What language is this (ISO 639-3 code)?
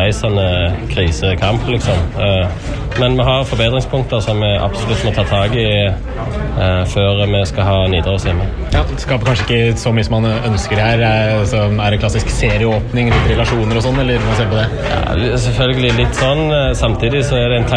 nor